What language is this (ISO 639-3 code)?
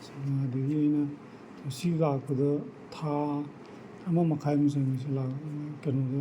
mni